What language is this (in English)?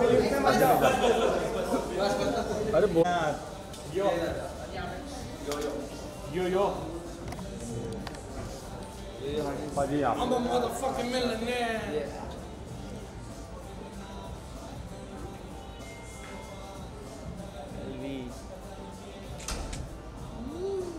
Hindi